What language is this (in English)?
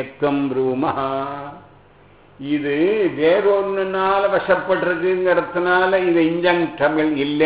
Tamil